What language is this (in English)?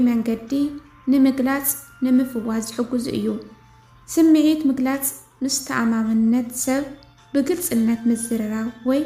Tigrinya